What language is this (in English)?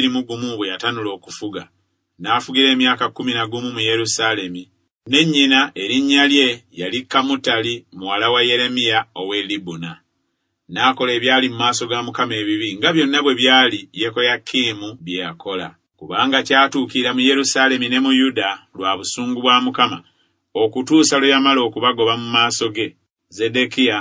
Ganda